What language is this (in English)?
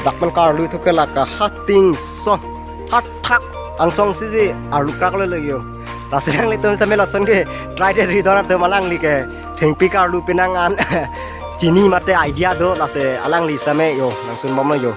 Karbi